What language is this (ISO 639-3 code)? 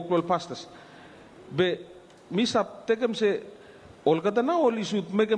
bis